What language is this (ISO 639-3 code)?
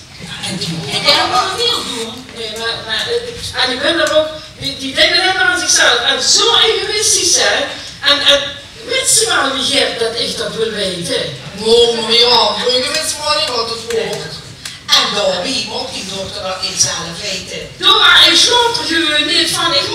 lim